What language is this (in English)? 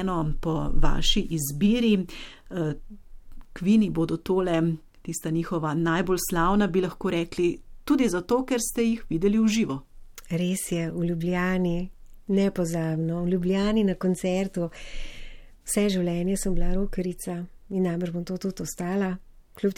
Slovenian